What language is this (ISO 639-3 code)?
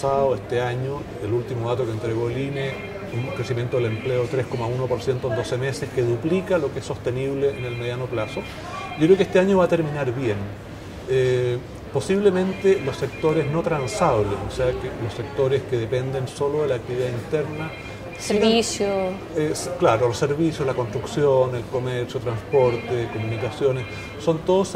spa